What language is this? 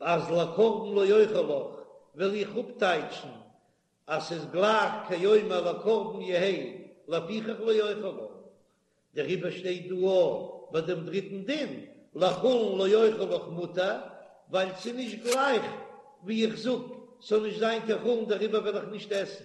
Yiddish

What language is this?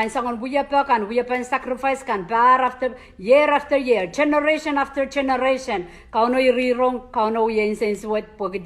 Pohnpeian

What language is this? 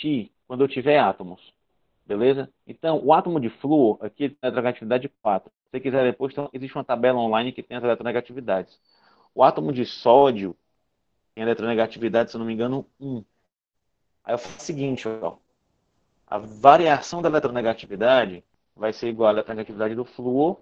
Portuguese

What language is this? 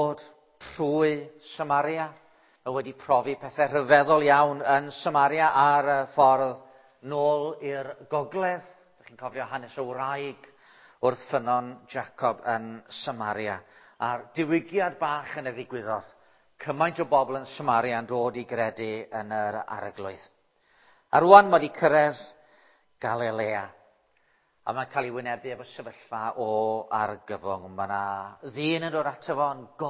Welsh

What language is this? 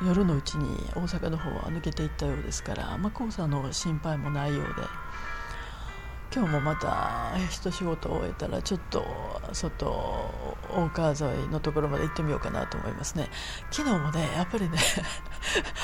Japanese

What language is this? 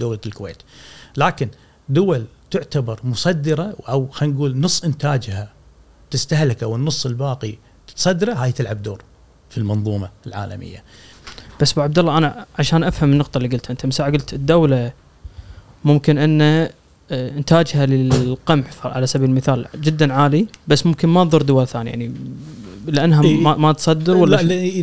Gulf Arabic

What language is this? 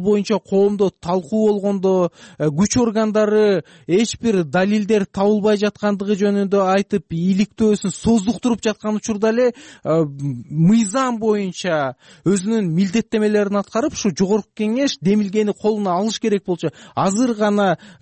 Kyrgyz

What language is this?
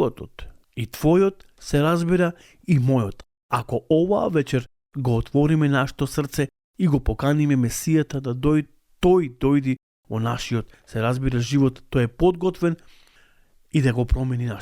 Macedonian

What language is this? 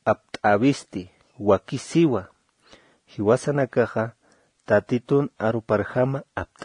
Aymara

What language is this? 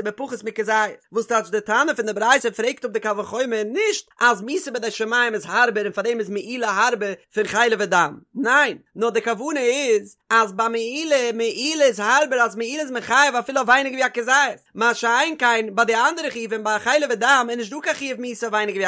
Yiddish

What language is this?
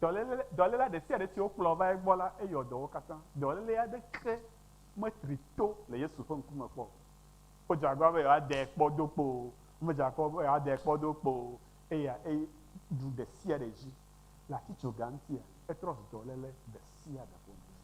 Ewe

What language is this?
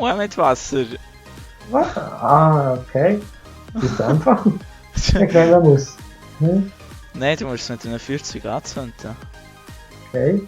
Swiss German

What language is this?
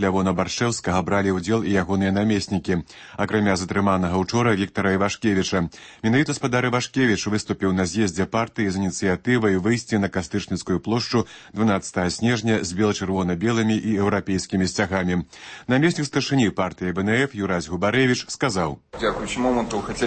Belarusian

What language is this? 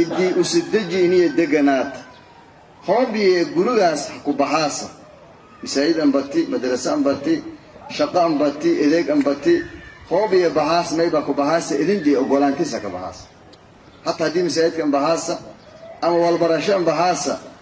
Somali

